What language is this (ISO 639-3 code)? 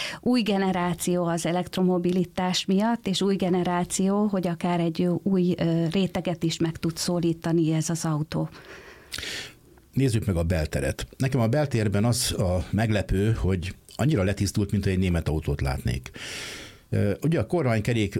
hun